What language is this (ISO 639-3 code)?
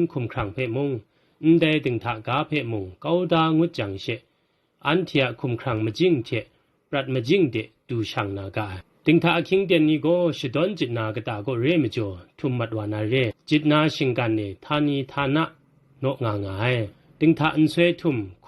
kac